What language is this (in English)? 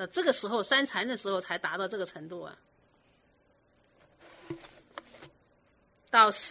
Chinese